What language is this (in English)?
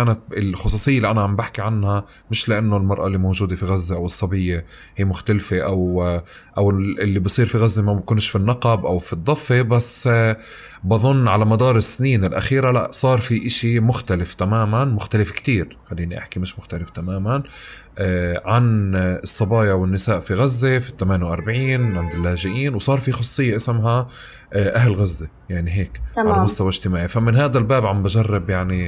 North Levantine Arabic